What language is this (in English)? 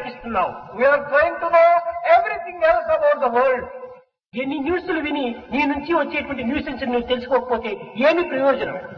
Telugu